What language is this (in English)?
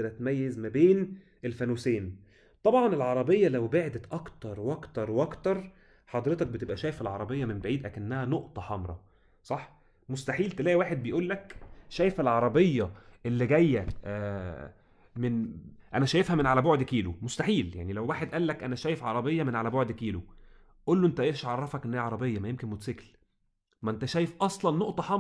Egyptian Arabic